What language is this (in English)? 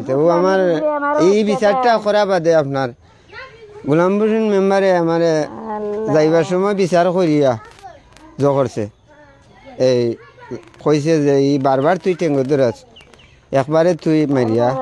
Sylheti